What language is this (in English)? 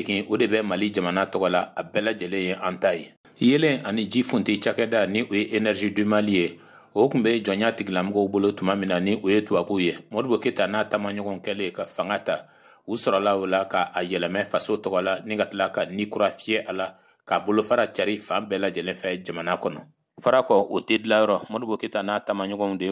Bambara